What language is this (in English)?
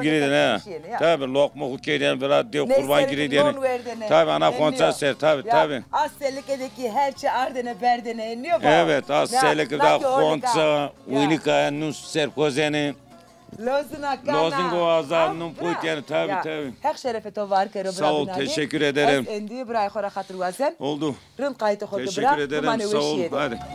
Zaza